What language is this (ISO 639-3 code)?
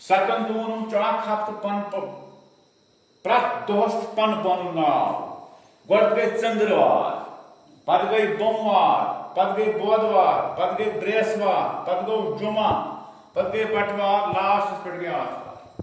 kas